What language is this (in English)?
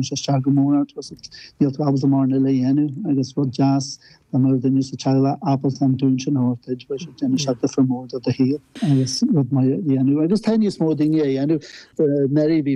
Irish